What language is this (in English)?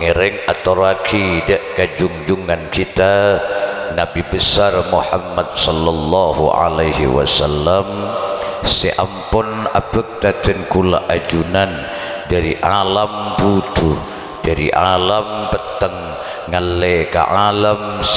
Madurese